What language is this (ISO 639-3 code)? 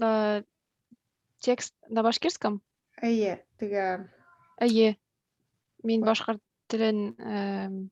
bak